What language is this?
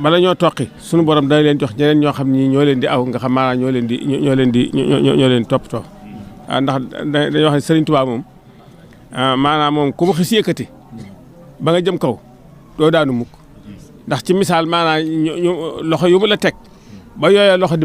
Wolof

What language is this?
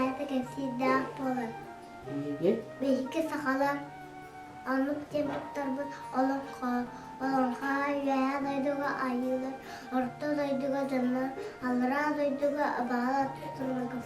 Yakut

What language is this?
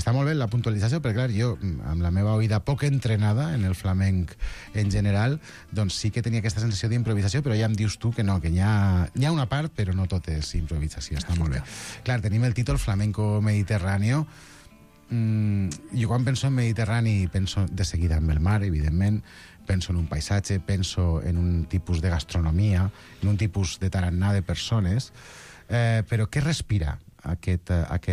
Catalan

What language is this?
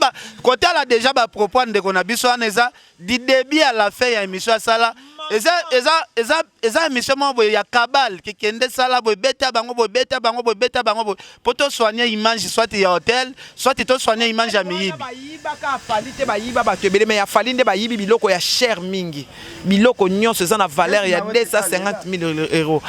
Lingala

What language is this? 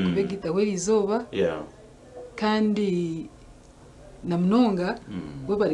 Nyankole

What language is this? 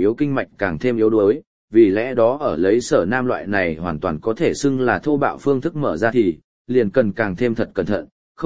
Vietnamese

